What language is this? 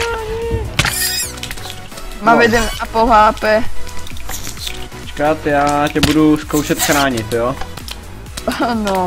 Czech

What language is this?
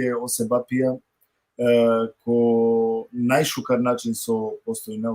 Balkan Romani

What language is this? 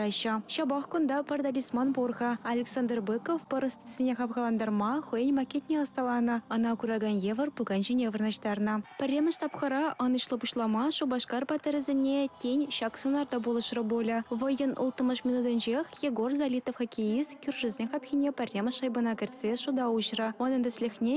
Chuvash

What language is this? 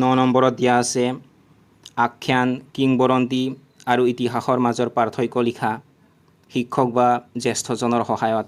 Assamese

